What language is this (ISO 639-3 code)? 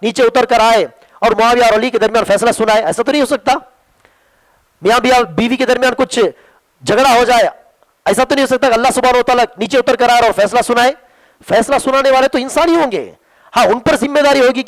urd